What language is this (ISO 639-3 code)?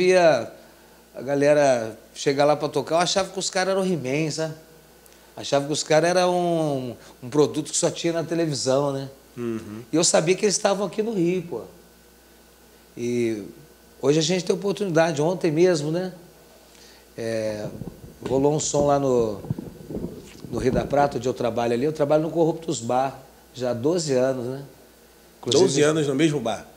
por